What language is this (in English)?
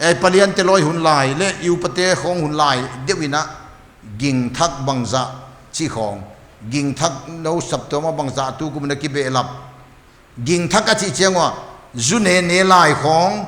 Paite Chin